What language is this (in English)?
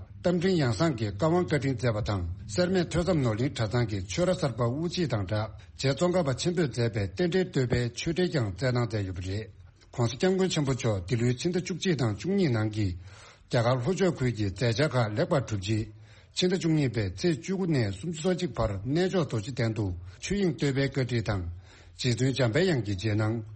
Tibetan